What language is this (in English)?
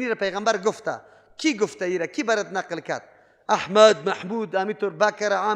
Persian